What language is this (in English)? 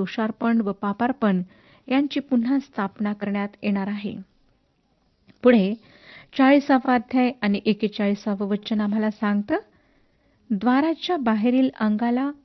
Marathi